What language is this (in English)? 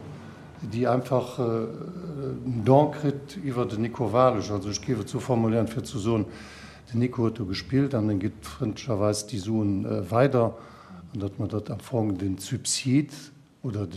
Luxembourgish